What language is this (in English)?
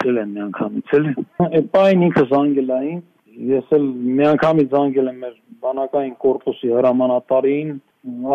Armenian